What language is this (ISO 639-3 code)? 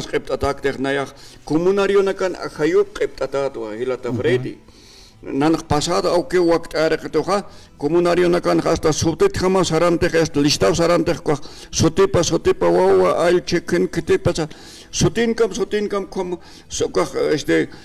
aym